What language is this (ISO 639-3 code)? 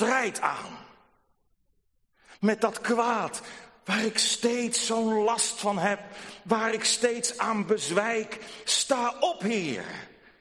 nld